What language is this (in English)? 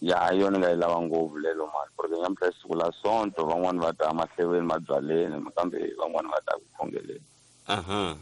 Tsonga